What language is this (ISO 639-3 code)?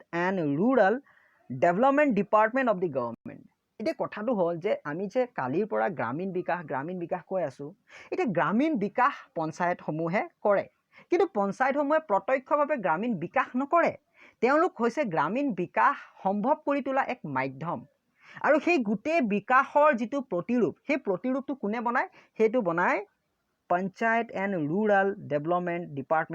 asm